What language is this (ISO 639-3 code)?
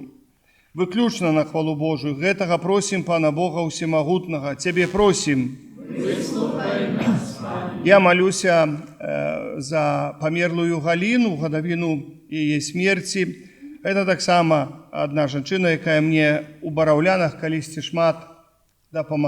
bel